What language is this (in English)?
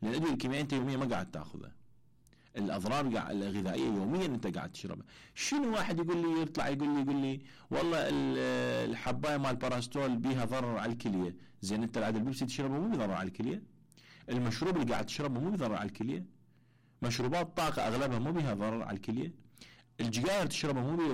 Mesopotamian Arabic